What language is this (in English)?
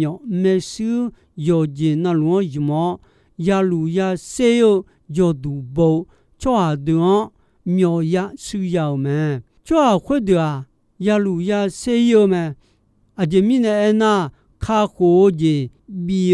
Akha